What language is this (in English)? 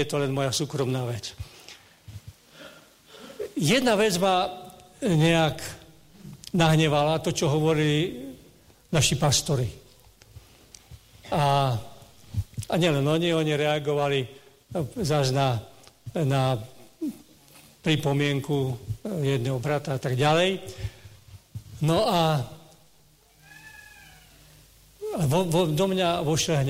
Slovak